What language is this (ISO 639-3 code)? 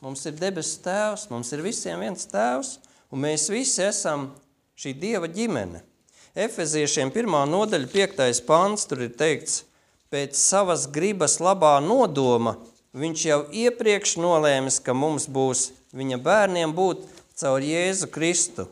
lav